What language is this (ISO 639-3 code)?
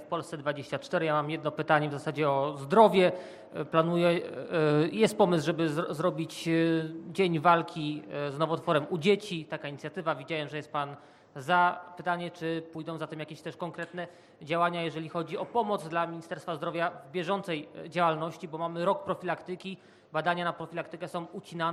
pol